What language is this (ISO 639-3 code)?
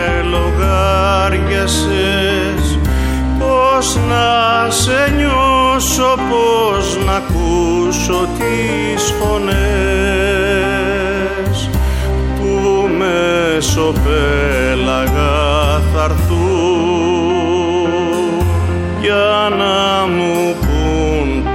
ell